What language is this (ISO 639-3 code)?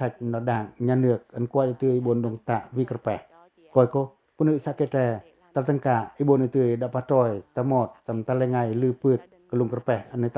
pac